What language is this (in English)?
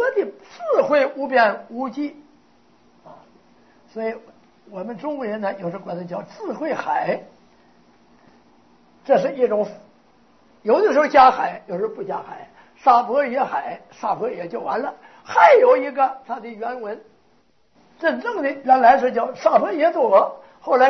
Chinese